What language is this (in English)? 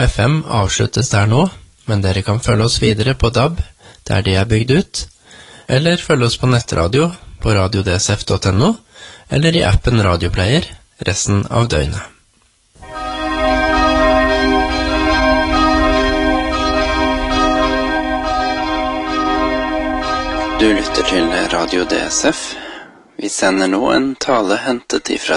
Norwegian